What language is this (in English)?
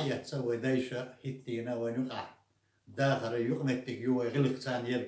Chechen